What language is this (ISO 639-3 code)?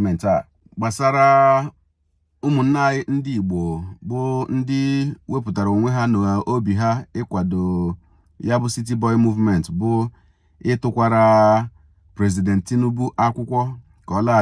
ibo